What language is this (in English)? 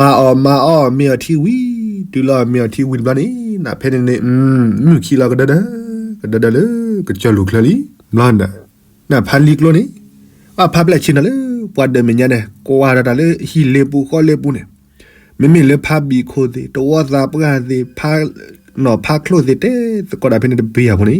S'gaw Karen